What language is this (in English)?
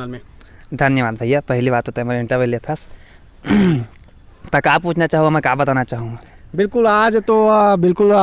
Chhattisgarhi